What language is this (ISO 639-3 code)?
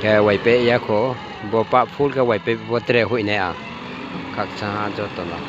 ria